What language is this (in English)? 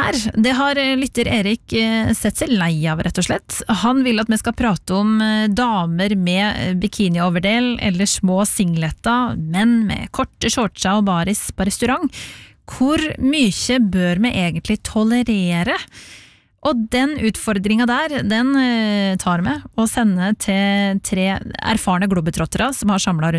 Norwegian